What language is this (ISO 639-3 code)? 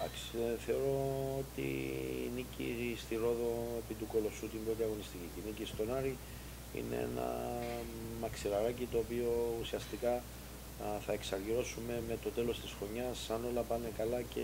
ell